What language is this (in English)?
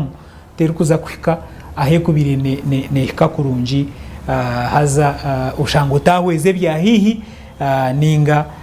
Nyankole